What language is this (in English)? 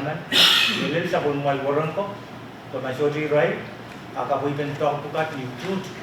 Pohnpeian